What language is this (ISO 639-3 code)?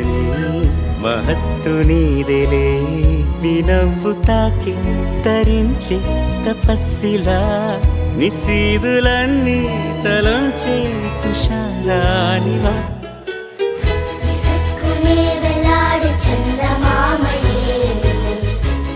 tel